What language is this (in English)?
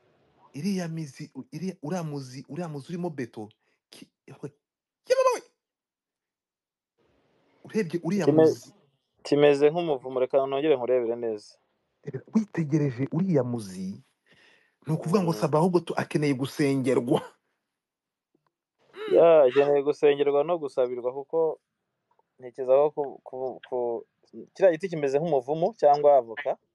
Kinyarwanda